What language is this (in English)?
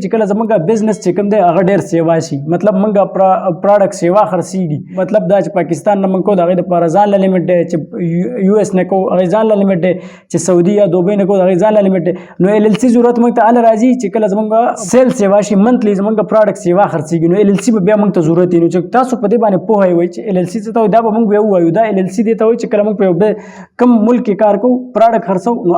Pashto